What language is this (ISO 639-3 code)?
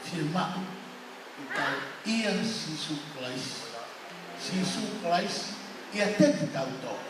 ton